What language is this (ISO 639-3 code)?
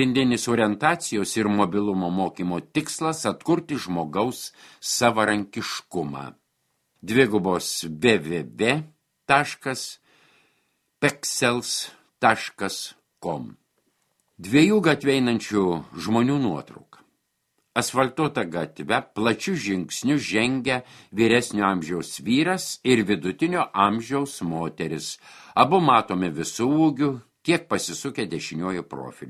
lit